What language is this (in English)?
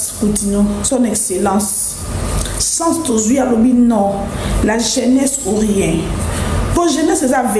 Lingala